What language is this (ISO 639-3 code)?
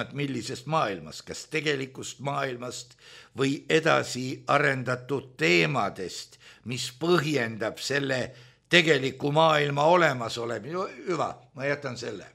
est